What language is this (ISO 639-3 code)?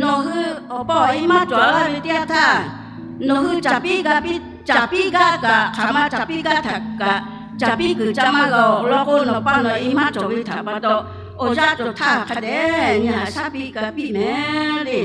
lhu